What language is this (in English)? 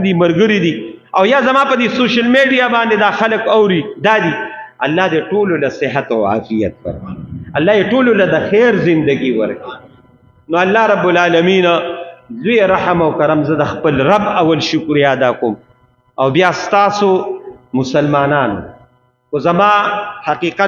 Pashto